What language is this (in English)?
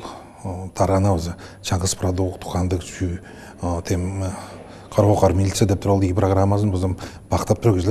Tuvinian